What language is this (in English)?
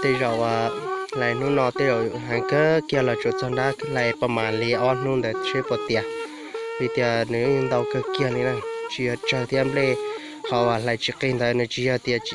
Hmong